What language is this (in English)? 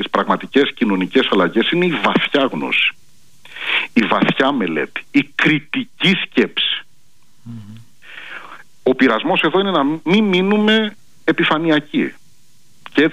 Greek